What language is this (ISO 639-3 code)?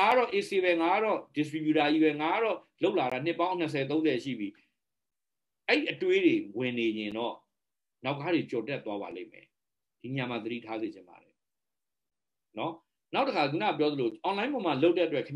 mya